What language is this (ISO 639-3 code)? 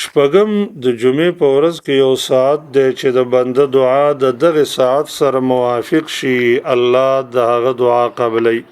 pus